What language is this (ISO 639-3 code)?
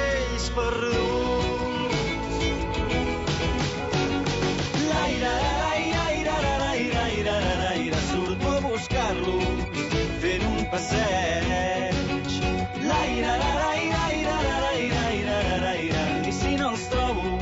cat